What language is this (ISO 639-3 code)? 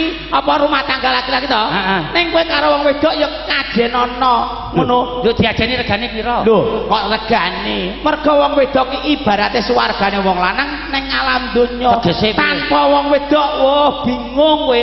jav